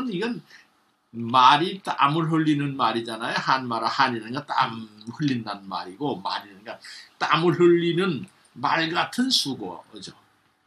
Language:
Korean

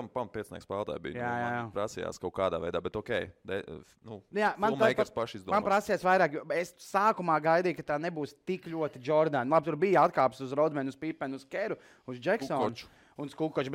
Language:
Latvian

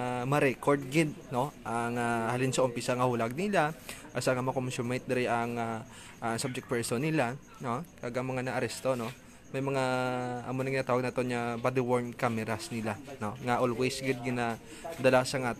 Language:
Hiligaynon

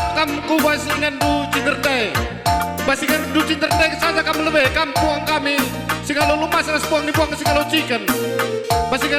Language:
Batak Karo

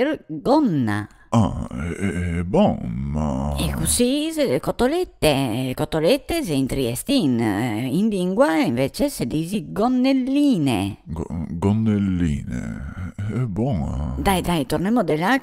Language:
Venetian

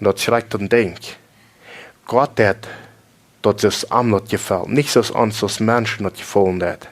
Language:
Plautdietsch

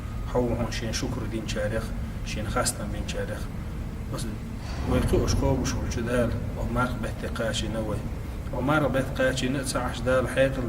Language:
Chechen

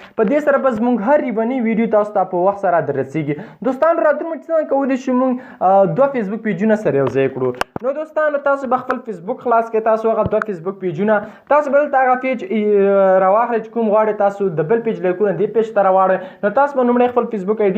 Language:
Pashto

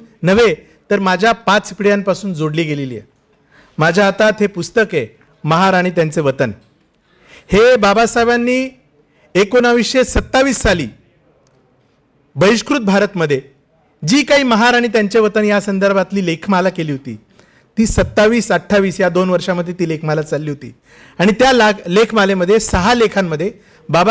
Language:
Marathi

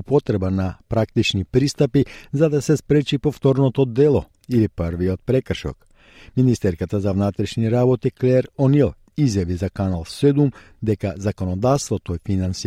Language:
Macedonian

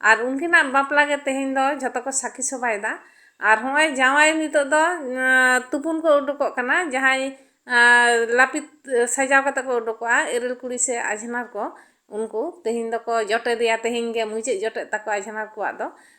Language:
Santali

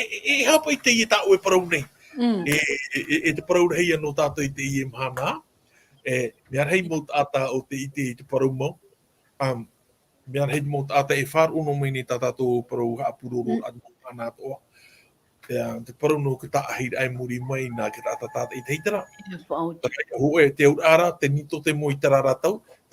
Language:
Tahitian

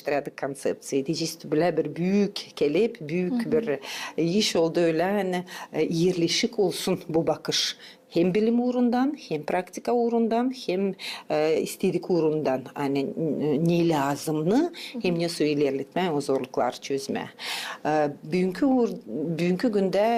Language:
Gagauz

